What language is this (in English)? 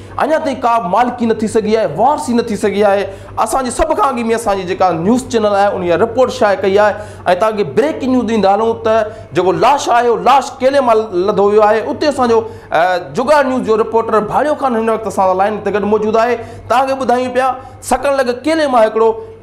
Sindhi